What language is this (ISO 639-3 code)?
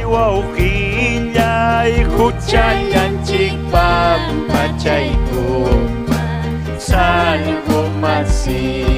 quy